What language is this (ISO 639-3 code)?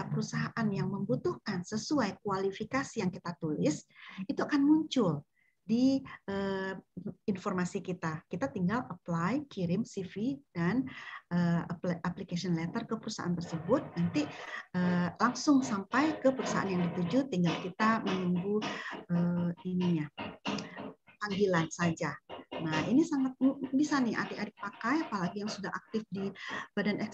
ind